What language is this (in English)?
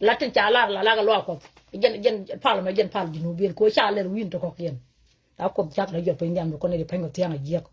Nuer